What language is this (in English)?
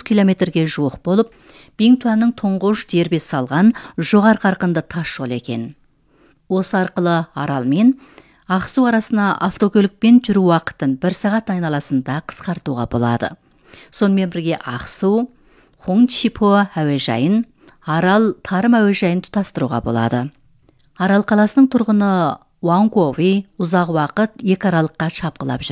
Kazakh